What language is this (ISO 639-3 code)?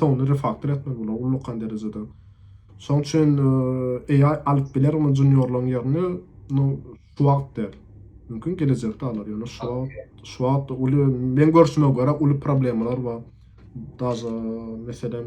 tuk